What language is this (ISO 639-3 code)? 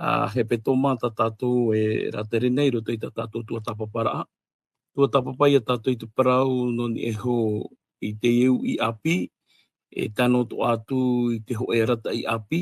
tah